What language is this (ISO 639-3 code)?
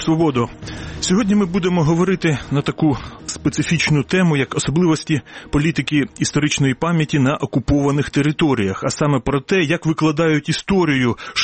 ukr